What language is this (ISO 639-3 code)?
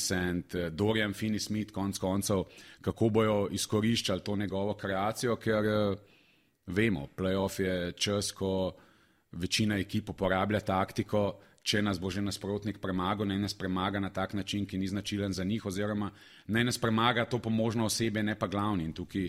slv